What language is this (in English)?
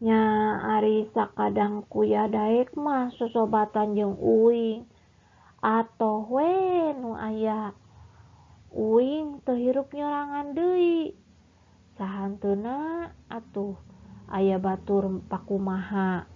Sundanese